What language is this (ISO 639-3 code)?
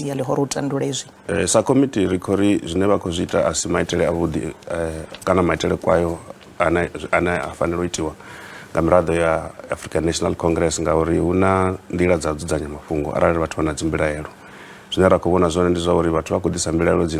ven